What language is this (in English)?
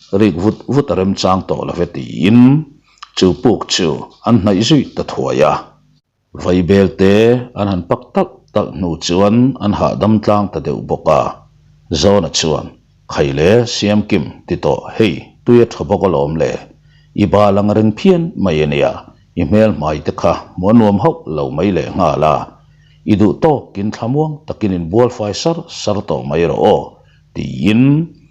Mizo